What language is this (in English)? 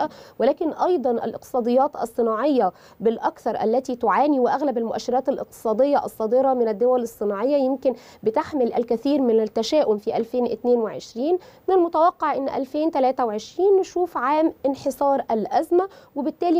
Arabic